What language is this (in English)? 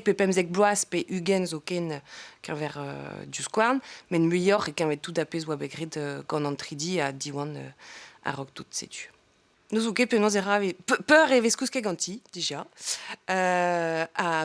Breton